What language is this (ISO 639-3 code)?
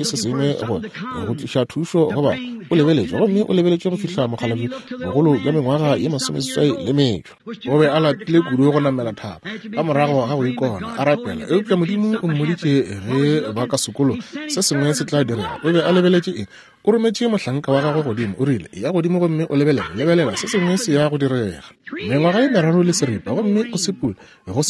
nso